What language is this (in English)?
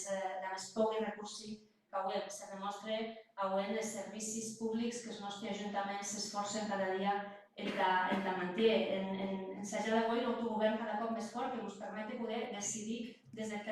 Occitan